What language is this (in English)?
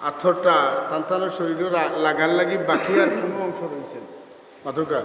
Sylheti